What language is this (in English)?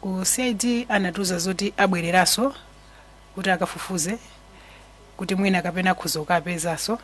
Nyanja